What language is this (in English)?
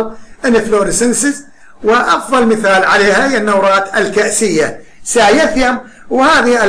Arabic